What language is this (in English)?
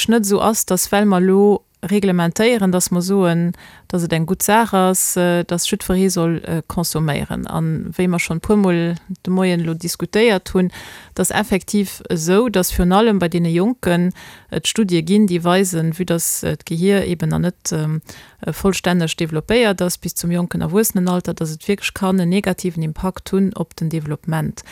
Luxembourgish